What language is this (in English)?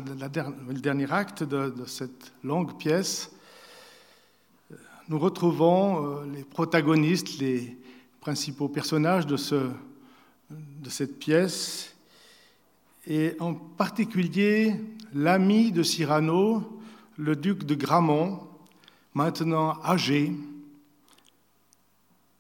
French